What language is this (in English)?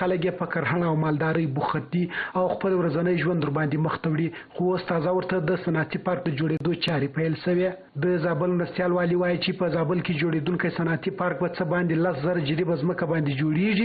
Pashto